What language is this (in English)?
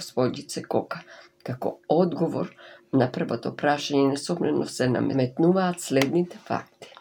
Macedonian